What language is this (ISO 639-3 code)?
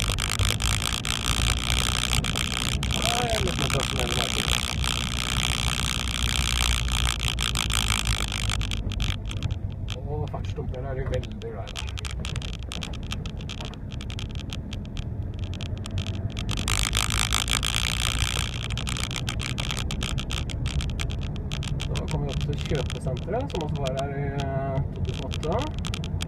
nor